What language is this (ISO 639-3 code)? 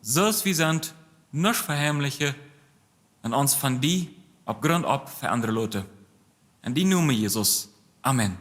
pdt